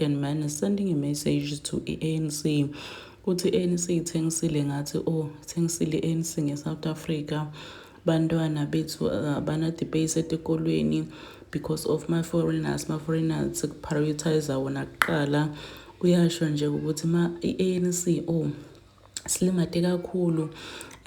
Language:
Zulu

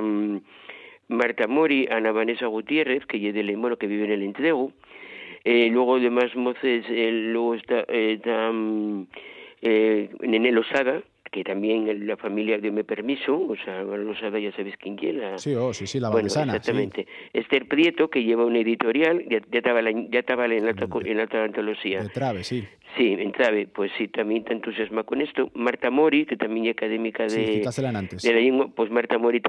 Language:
Asturian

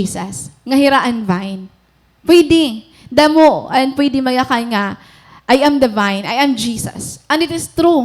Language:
Waray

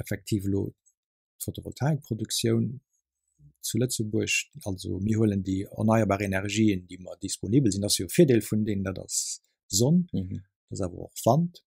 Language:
Luxembourgish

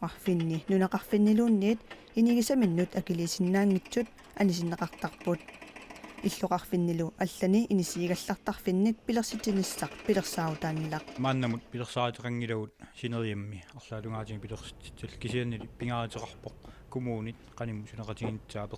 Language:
Kalaallisut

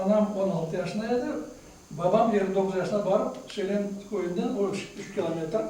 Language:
Crimean Tatar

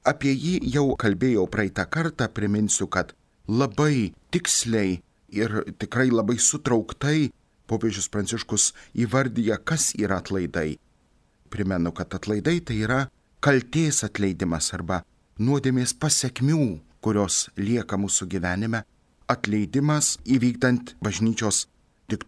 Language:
Lithuanian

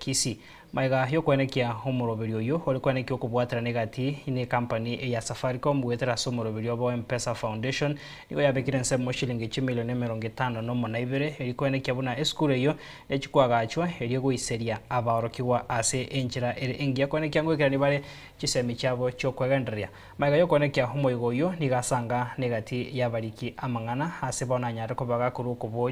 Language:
Gusii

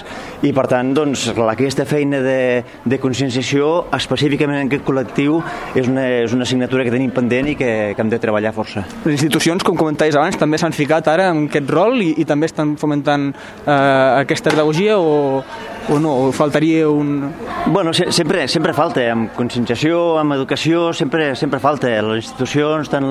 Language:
Catalan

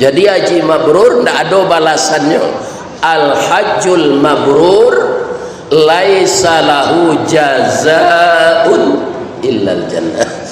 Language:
Minangkabau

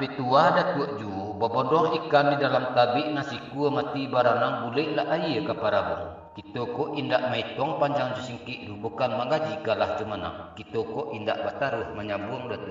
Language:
Minangkabau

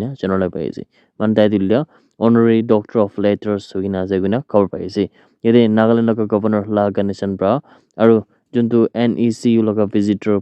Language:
Naga Pidgin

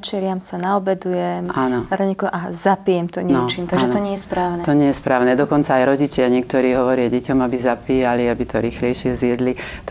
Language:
Slovak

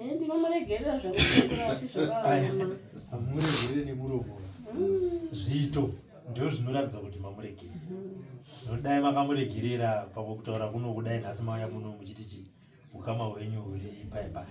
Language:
Shona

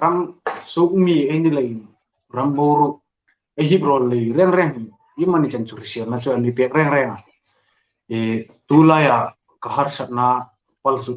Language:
Hmar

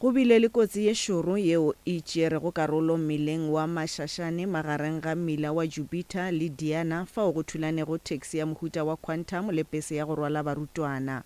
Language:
Northern Sotho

